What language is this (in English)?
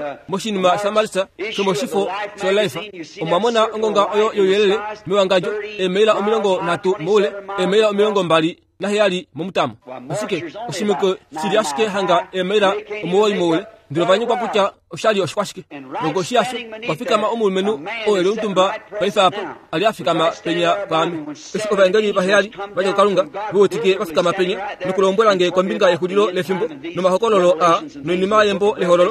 Kuanyama